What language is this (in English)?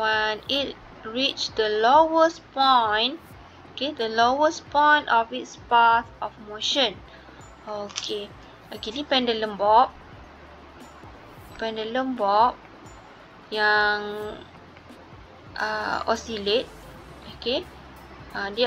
Malay